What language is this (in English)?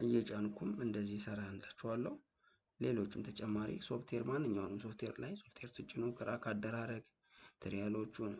Amharic